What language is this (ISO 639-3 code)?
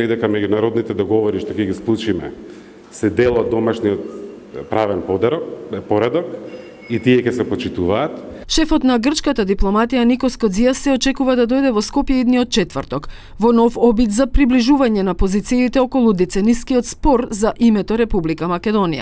mkd